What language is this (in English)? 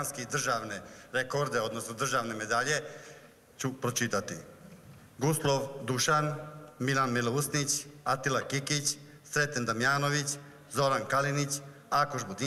Serbian